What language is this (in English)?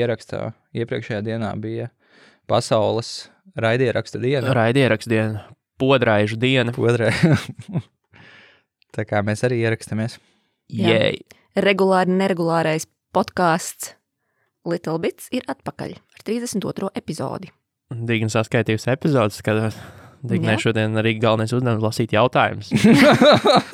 Latvian